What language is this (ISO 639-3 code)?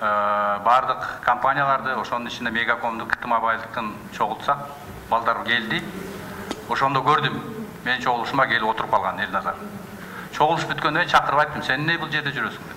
kir